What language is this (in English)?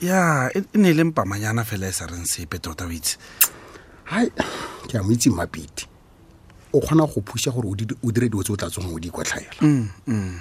Tswana